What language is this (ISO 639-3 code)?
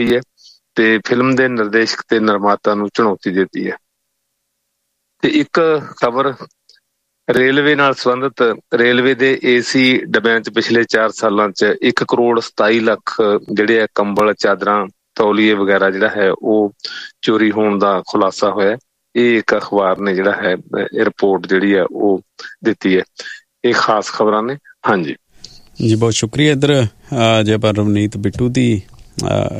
pan